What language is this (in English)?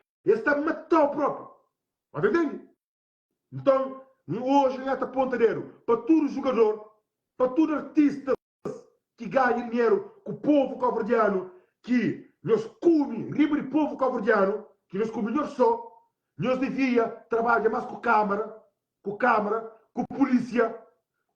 Kabuverdianu